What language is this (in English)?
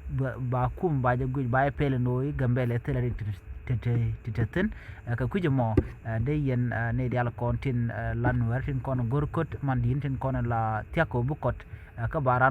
Nuer